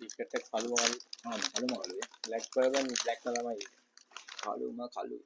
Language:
Sinhala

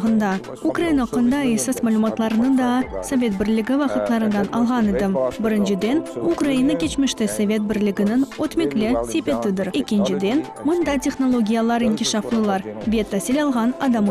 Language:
Crimean Tatar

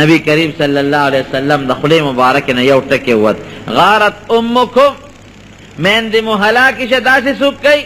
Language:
Pashto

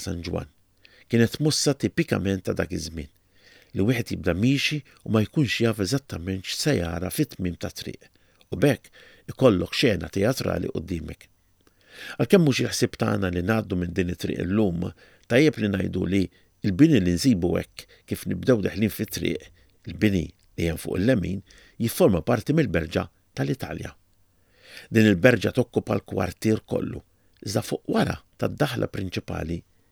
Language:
Maltese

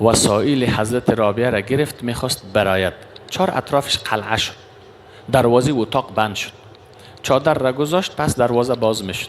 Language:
Persian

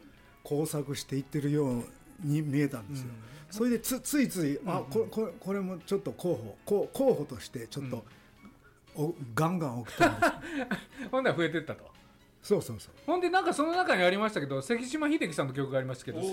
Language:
Japanese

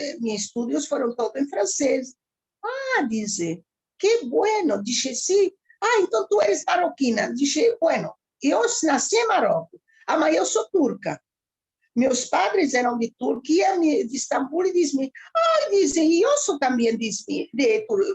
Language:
Ladino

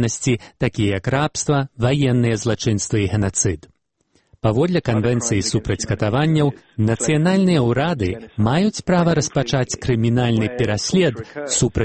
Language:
Belarusian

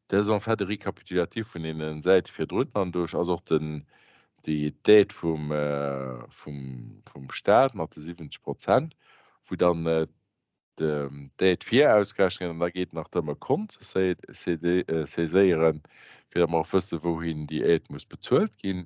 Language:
Luxembourgish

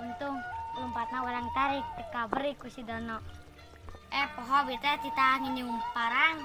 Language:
Sundanese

